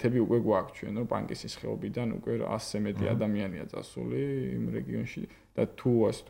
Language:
Georgian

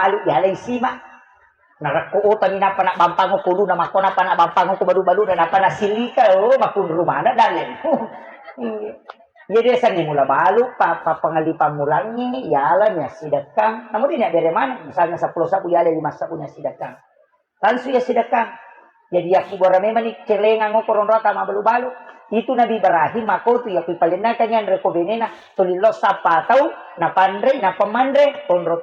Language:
Buginese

